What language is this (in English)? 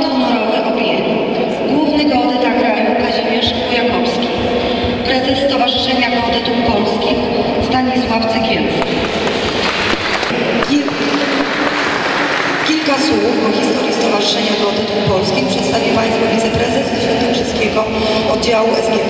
Polish